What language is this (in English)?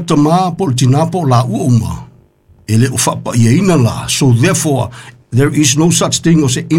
Samoan